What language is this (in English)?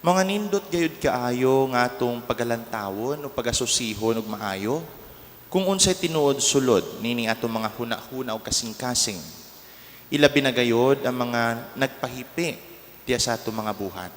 Cebuano